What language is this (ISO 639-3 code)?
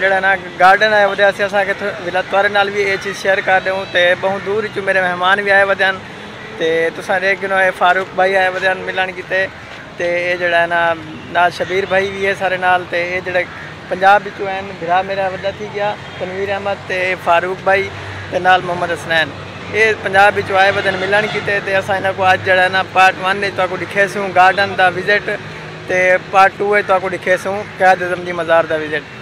skr